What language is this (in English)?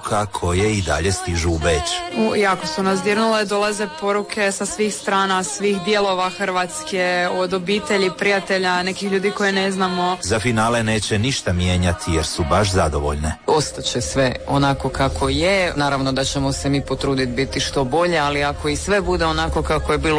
Croatian